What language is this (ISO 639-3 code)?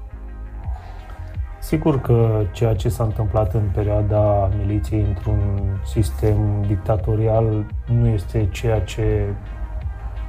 ron